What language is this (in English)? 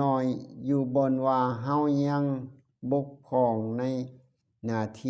Lao